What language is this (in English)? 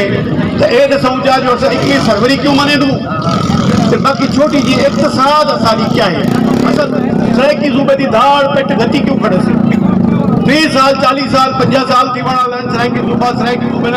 Saraiki